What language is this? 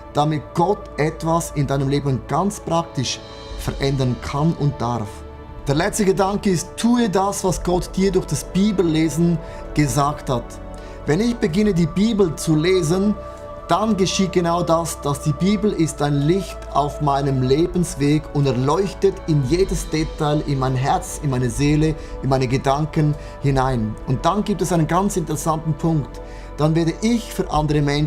Swiss German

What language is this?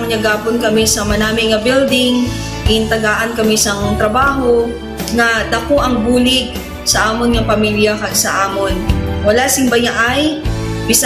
Hiligaynon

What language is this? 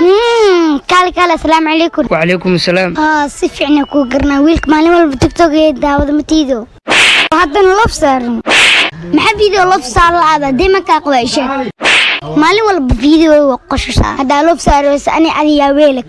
Somali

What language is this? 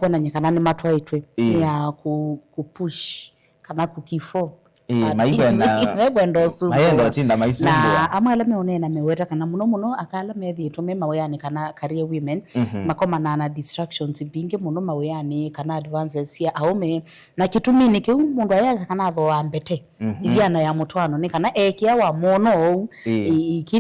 Kamba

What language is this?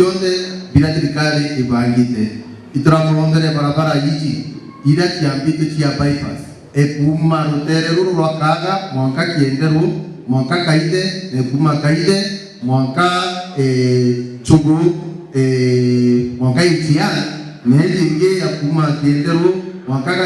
Meru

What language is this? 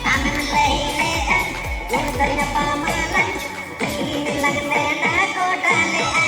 Santali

